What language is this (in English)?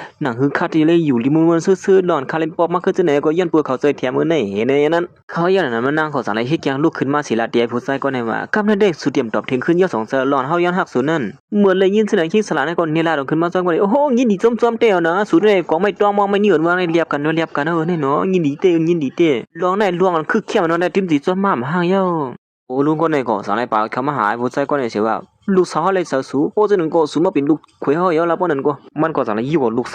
Shan